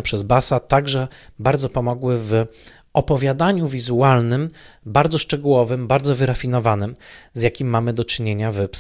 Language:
Polish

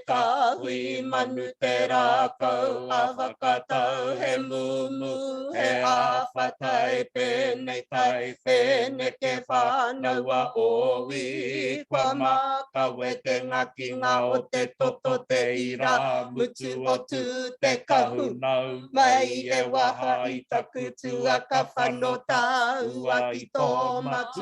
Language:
Māori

